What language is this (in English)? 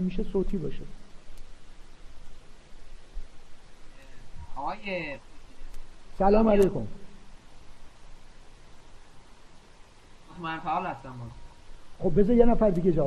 Persian